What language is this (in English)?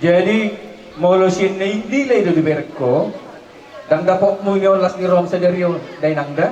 Batak Toba